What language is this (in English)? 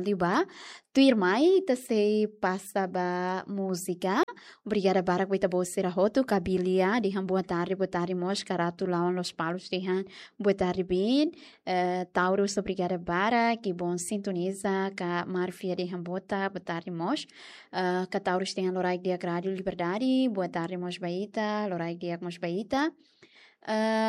Tetum